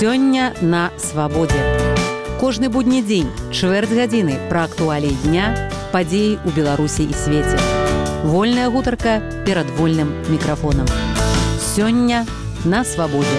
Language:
Belarusian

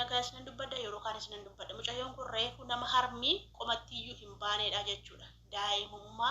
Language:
Oromo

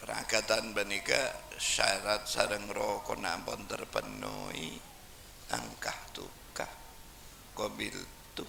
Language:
Madurese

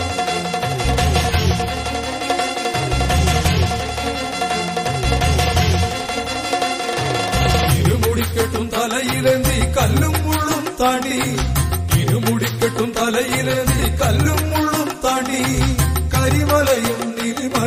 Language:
Malayalam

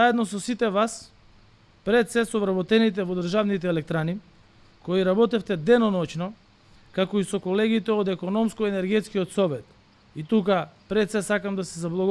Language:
Macedonian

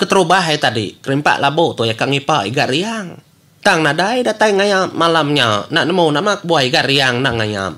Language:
Iban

